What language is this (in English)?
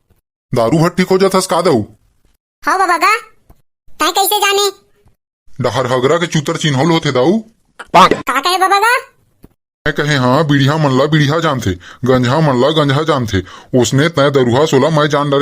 Chhattisgarhi